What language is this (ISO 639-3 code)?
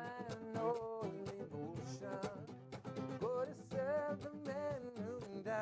ewe